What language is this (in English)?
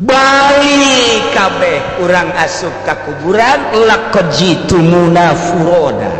Sundanese